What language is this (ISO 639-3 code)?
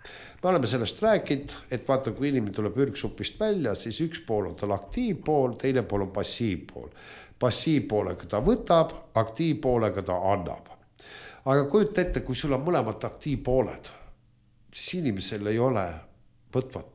est